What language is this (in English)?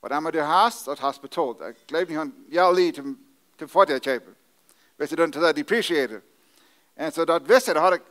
Plautdietsch